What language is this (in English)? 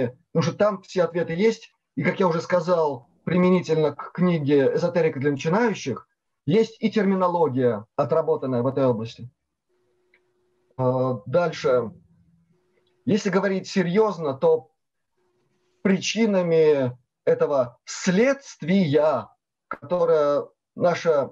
Russian